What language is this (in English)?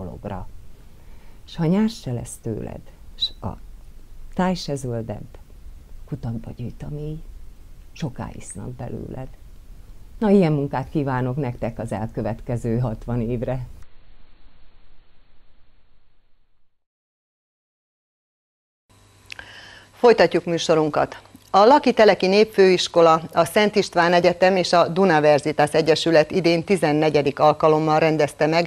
Hungarian